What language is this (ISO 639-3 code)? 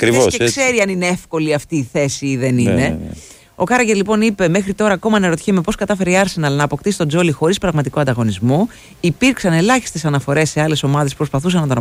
ell